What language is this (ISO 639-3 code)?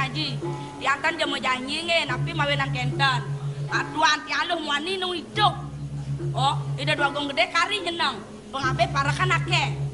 ban